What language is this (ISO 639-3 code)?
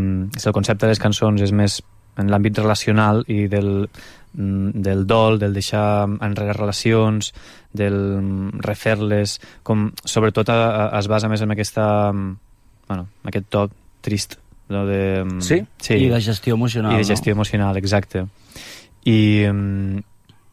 cat